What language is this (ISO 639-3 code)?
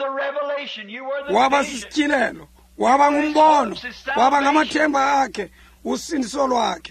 xho